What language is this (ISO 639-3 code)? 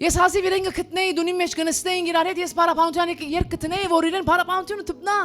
hyw